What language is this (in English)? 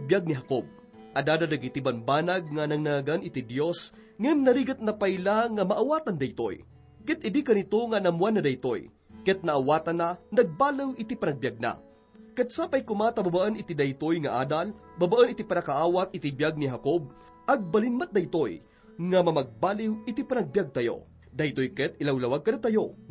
Iloko